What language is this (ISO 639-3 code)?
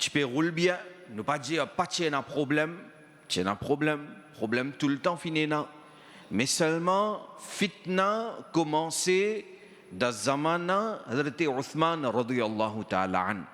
mfe